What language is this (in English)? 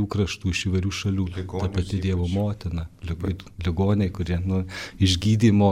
Lithuanian